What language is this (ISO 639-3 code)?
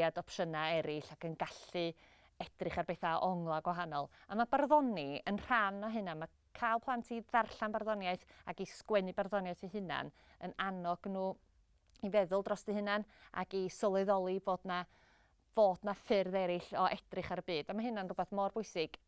cym